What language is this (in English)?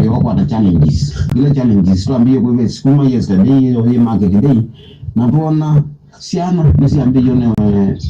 Kamba